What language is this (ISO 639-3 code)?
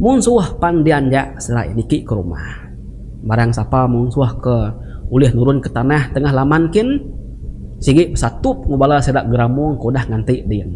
iba